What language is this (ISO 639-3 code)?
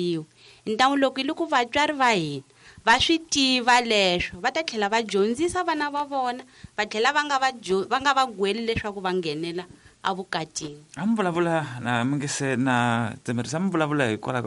tso